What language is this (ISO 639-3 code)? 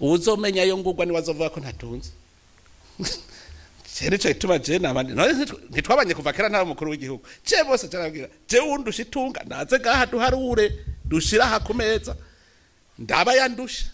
run